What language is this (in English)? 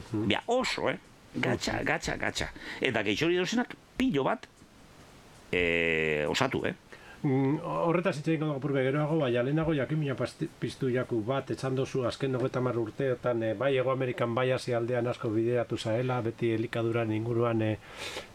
Basque